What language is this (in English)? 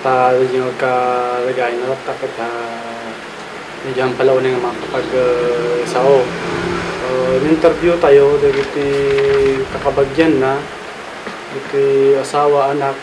Iloko